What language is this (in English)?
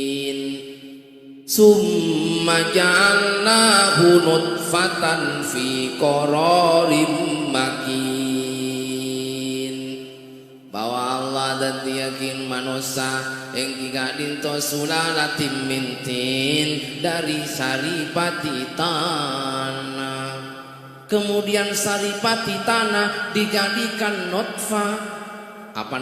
Madurese